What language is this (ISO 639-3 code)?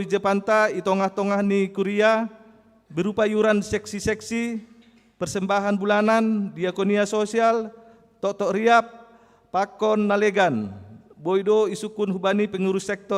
bts